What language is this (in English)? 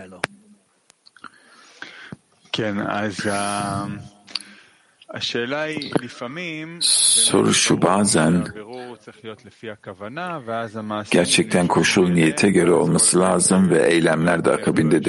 Turkish